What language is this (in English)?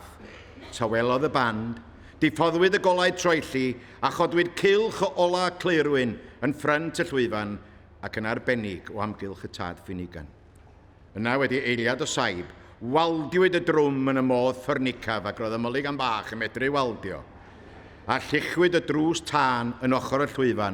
Welsh